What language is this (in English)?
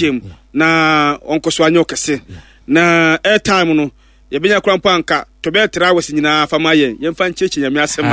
Akan